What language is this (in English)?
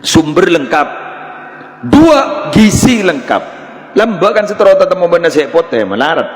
Madurese